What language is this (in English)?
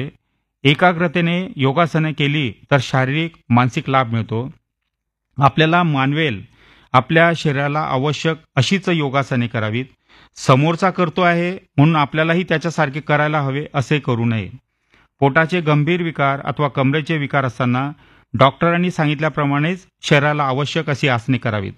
Marathi